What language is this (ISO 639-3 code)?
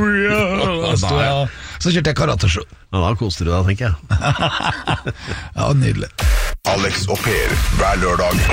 nor